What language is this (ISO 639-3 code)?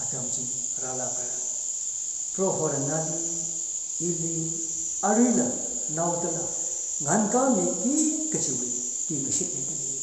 nmf